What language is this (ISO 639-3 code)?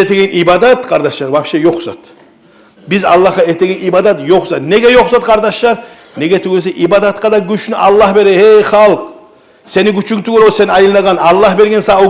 kum